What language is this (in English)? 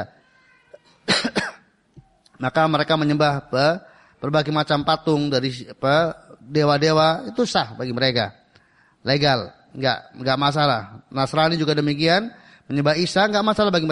Indonesian